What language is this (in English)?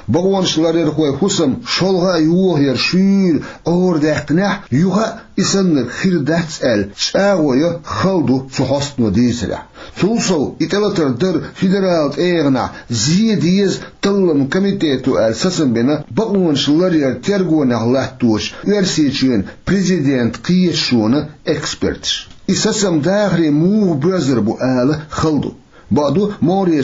Chechen